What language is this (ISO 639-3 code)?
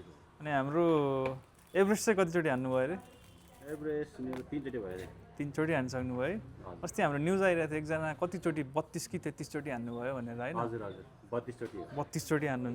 nep